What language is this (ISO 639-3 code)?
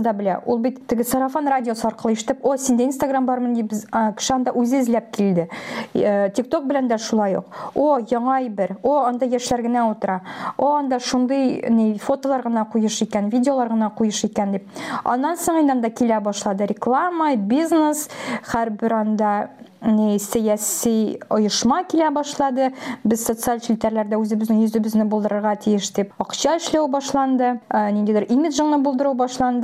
tat